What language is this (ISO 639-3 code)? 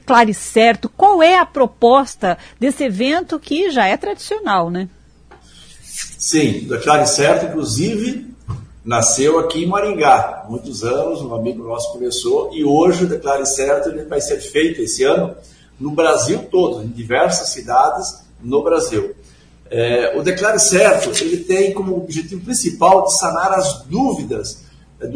por